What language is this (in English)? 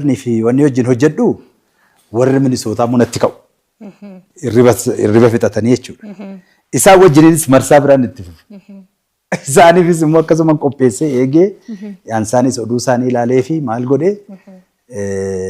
Oromo